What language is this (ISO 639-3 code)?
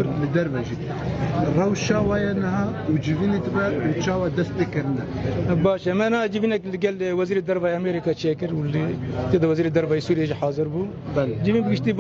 kur